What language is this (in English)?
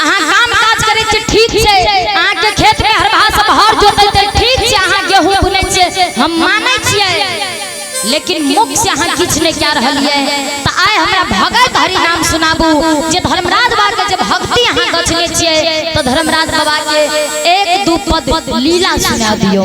Maithili